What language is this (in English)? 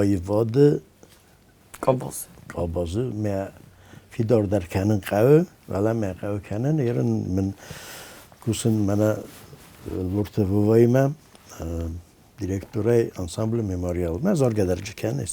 Ossetic